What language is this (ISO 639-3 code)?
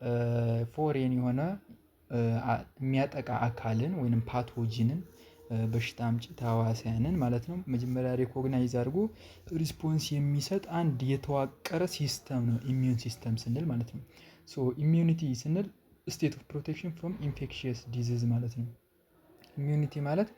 amh